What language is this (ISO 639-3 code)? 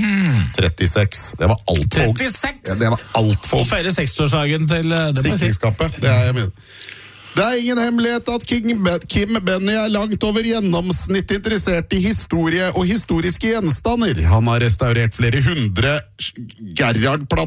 nor